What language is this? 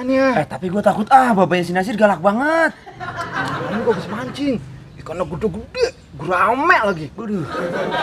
Betawi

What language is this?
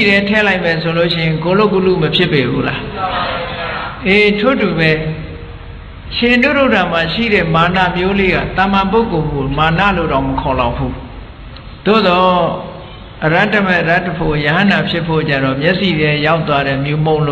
Burmese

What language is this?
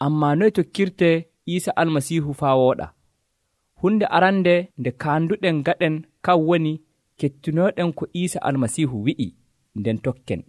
Nigerian Fulfulde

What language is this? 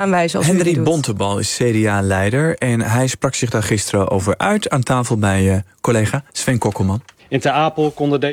Dutch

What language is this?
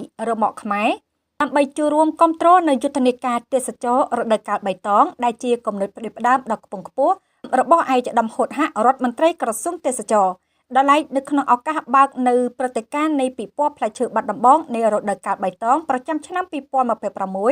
Khmer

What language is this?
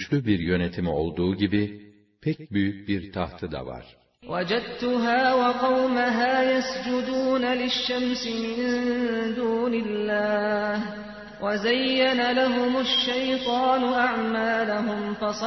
Turkish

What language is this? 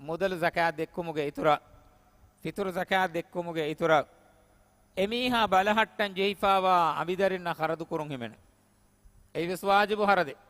Divehi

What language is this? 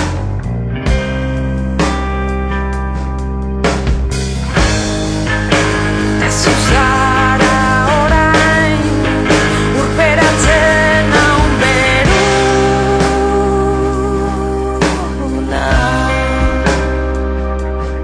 Basque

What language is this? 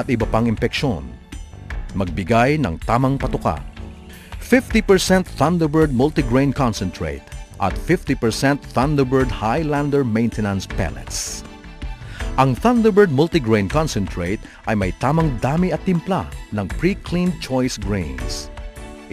Filipino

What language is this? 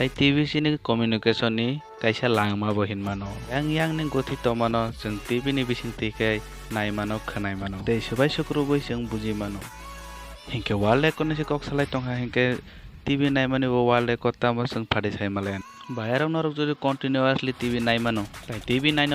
Kok Borok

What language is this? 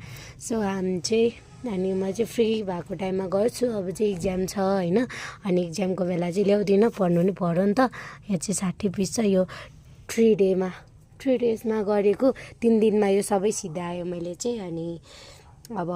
Nepali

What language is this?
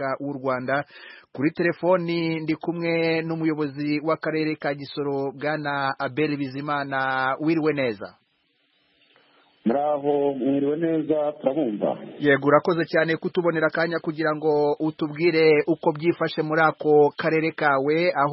Kinyarwanda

